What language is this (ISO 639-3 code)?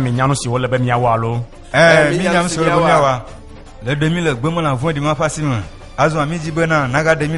ewe